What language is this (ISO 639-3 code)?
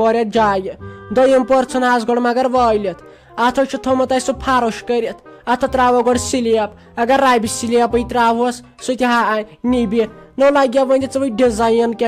kas